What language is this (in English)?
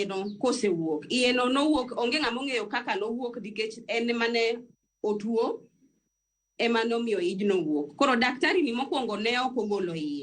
Luo (Kenya and Tanzania)